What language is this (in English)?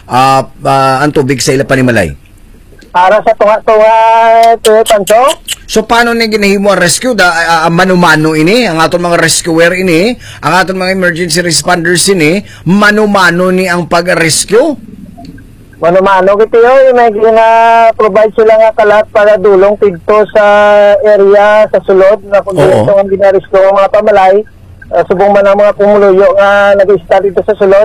Hiligaynon